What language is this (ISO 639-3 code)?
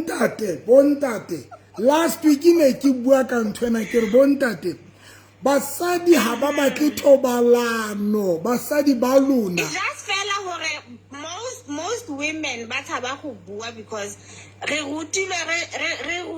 sot